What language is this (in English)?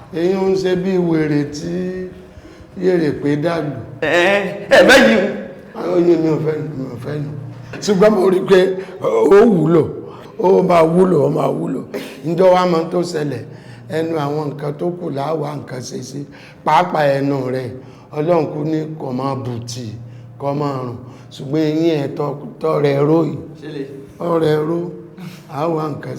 Yoruba